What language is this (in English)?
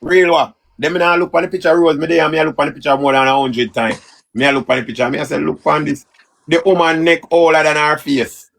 Jamaican Creole English